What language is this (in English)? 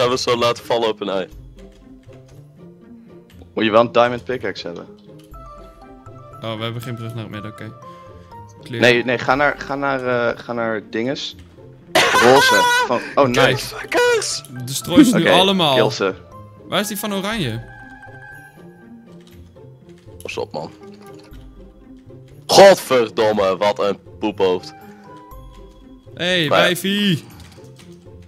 Dutch